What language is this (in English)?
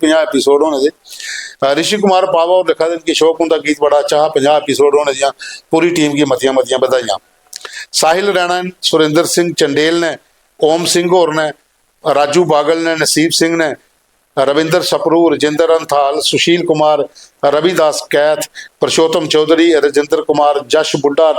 Dogri